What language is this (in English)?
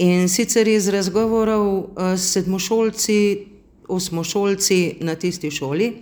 Slovenian